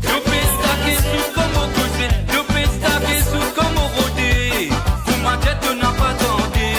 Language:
Morisyen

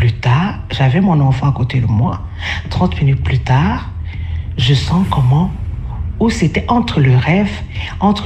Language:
French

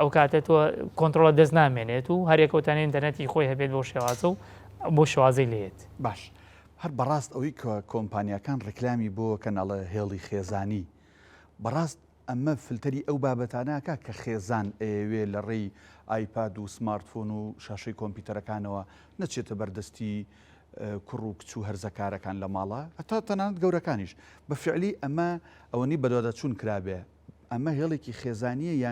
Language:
Central Kurdish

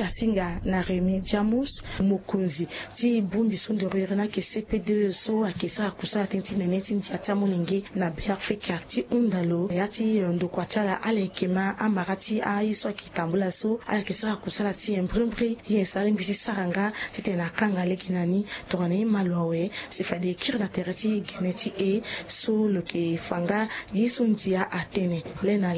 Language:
Sango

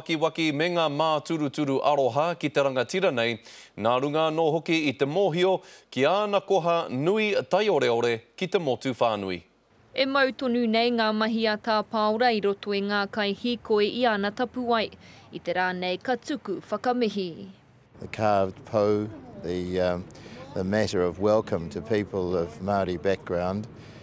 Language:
Māori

